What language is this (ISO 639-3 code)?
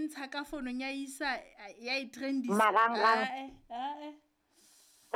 sot